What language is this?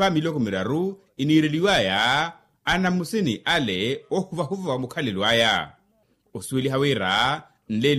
Makhuwa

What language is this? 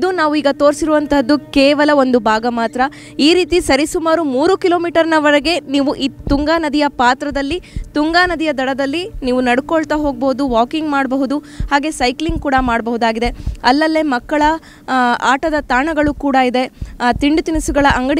Kannada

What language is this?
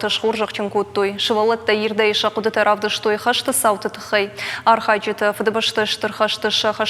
Ossetic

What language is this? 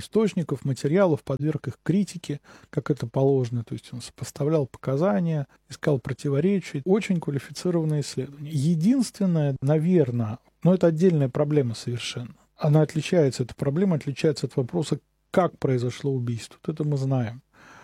Russian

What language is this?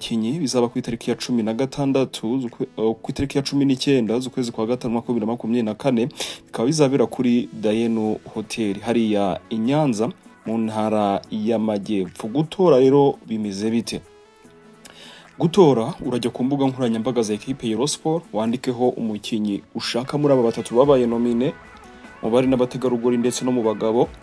Kinyarwanda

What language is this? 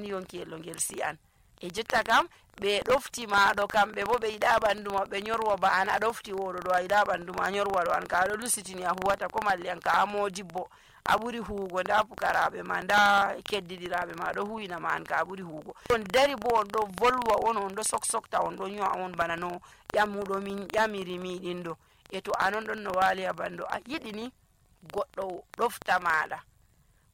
Nigerian Fulfulde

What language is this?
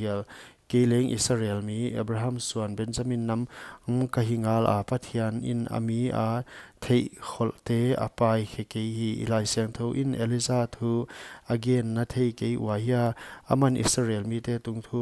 Paite Chin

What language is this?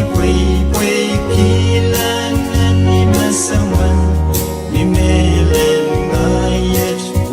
Pohnpeian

